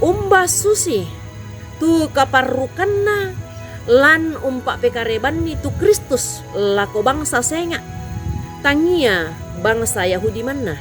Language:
Toraja-Sa'dan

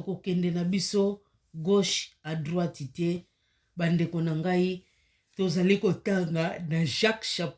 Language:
Lingala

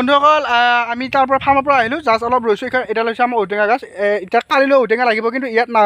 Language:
Assamese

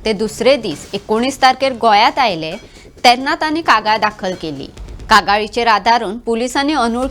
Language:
Konkani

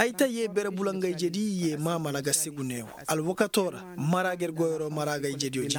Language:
Koyraboro Senni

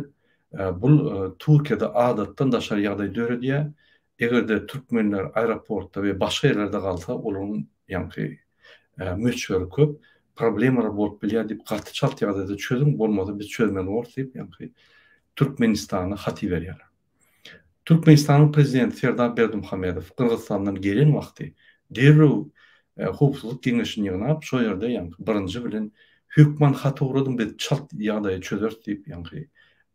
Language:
Turkmen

